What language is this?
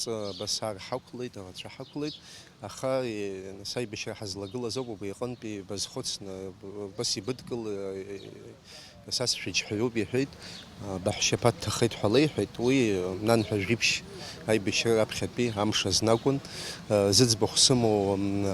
Abkhazian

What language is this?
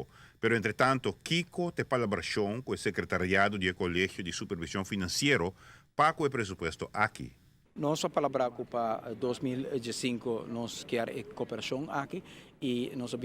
Papiamento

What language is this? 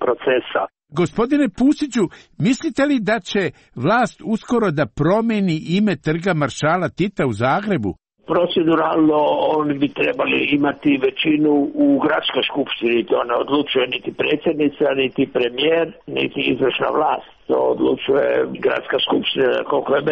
Croatian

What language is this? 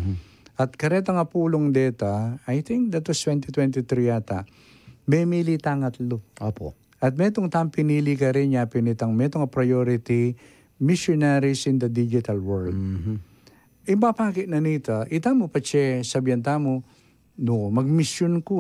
Pampanga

